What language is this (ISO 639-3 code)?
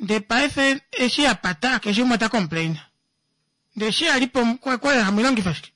kua